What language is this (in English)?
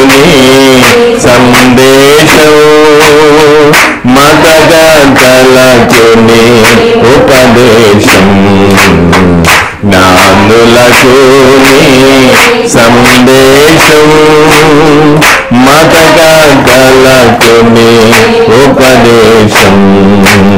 Telugu